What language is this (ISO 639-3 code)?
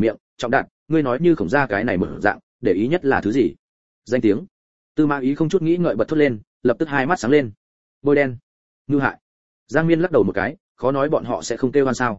vie